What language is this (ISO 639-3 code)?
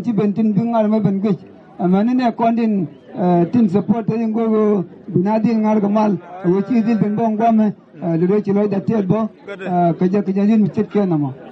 nus